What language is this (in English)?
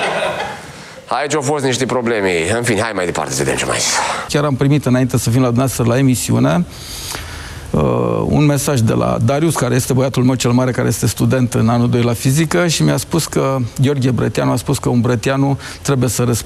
Romanian